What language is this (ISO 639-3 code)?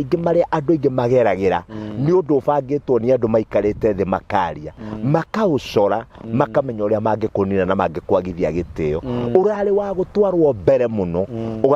kik